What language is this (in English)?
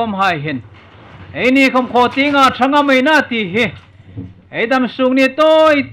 Hmar